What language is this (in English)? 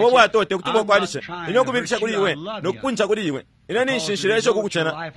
Bemba